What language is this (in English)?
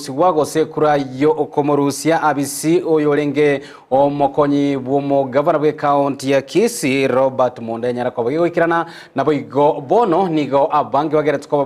Gusii